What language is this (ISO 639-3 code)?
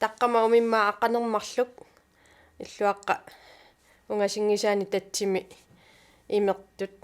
kal